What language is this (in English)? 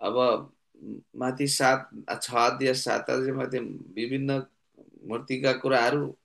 Nepali